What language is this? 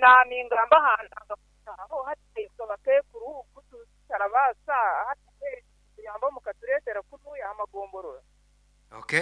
Nyankole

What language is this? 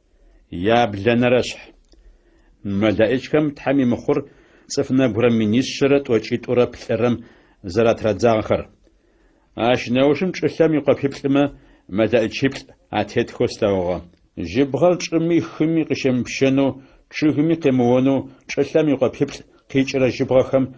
Adyghe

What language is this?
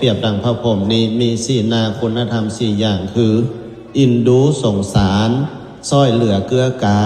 Lao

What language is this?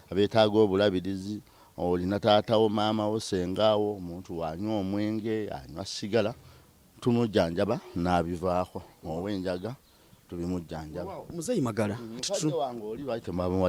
Ganda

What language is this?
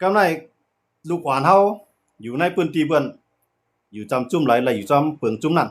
Shan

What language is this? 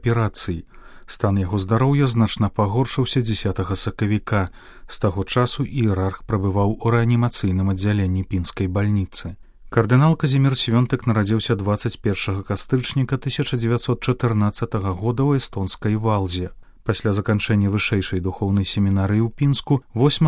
Belarusian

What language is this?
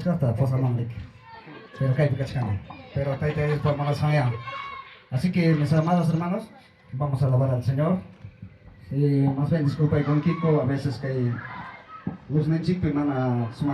Ayacucho Quechua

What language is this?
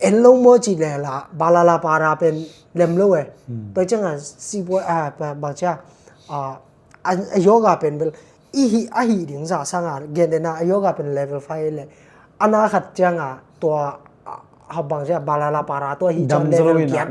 Tedim Chin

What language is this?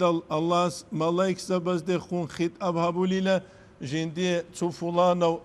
Avaric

